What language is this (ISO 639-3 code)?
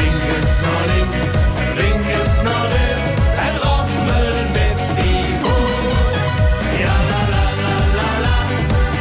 lim